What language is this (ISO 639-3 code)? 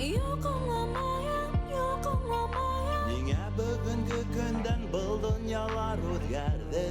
bak